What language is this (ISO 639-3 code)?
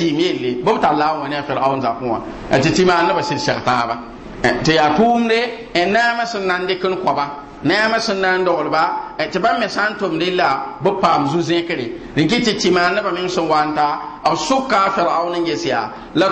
mos